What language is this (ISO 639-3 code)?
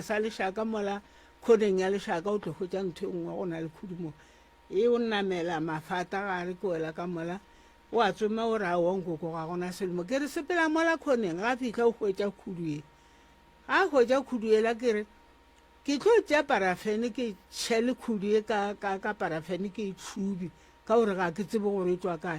nso